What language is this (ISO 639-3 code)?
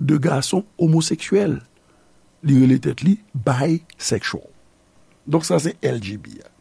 hat